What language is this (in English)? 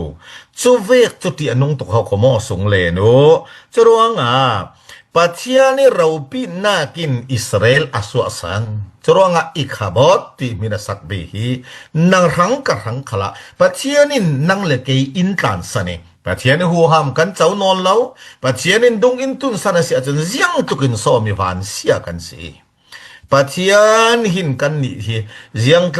Falam Chin